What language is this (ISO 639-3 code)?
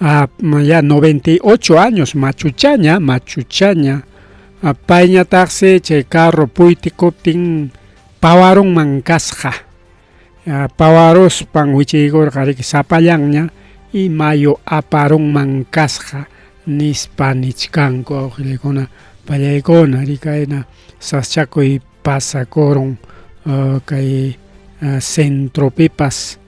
quy